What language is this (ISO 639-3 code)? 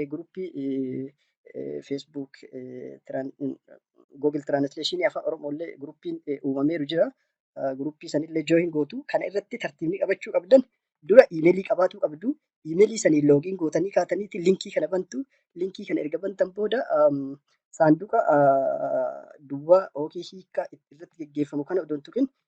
orm